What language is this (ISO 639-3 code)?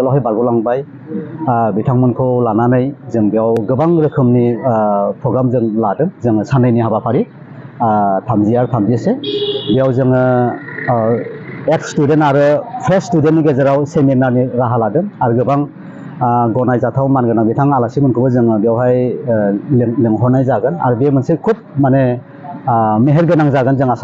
brx